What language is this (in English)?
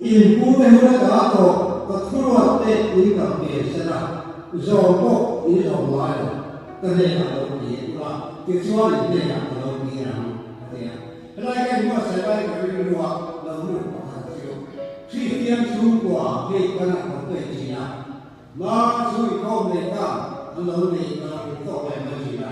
Mizo